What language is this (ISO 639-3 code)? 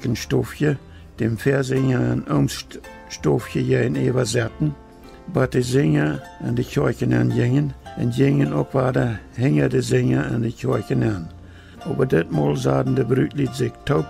pdt